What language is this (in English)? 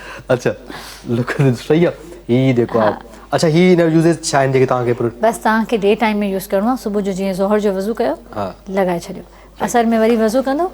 Sindhi